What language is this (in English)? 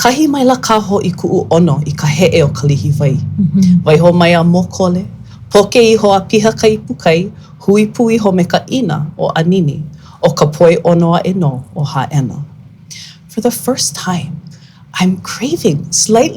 Hawaiian